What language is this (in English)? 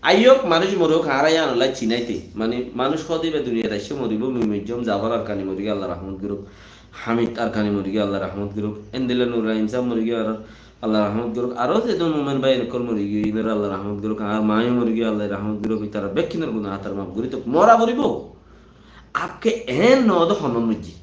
Rohingya